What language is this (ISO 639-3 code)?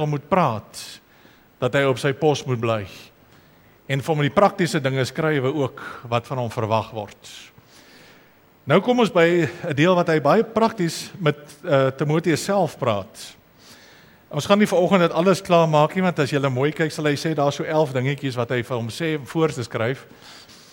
afr